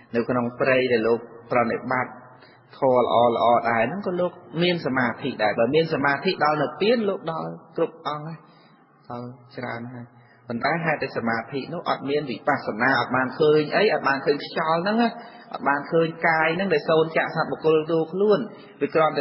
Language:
Khmer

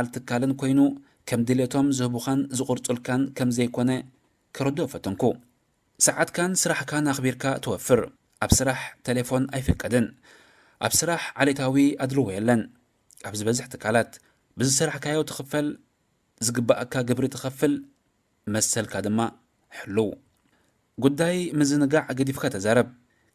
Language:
Tigrinya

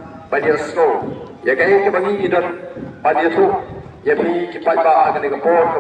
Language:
Khasi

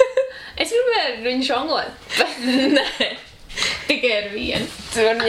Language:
Latvian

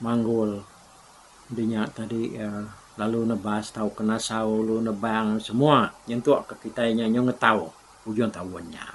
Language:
Iban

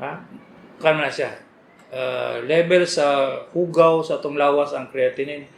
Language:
Cebuano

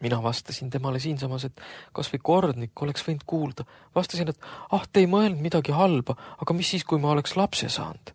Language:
Estonian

